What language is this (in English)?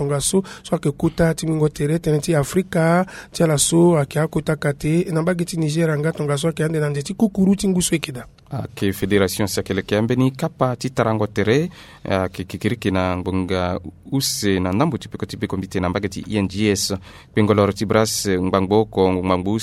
Sango